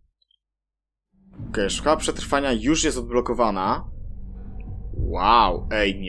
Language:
Polish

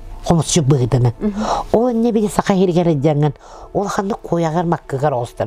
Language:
Yakut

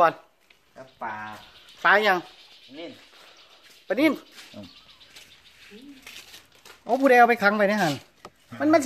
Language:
Northeastern Thai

